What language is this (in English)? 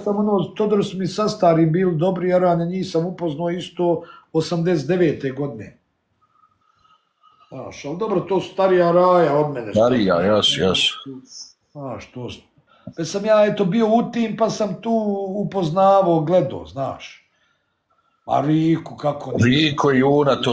Bosnian